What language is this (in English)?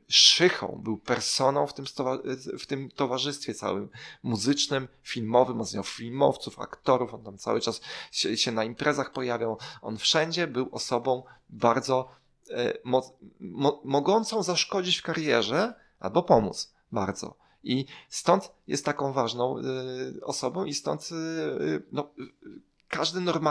Polish